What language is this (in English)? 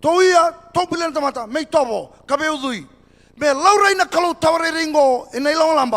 Fijian